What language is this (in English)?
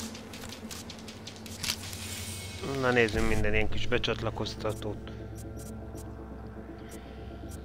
Hungarian